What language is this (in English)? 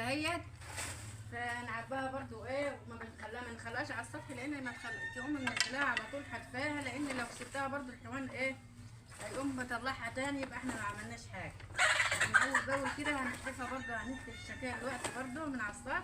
Egyptian Arabic